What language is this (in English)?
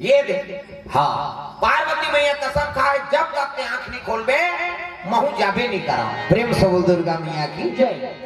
Chhattisgarhi